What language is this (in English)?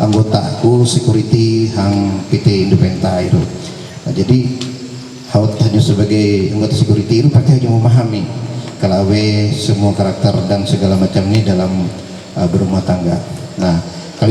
Ma'anyan